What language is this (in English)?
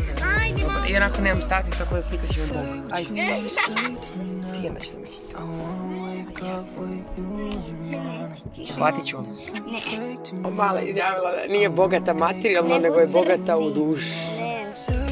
Croatian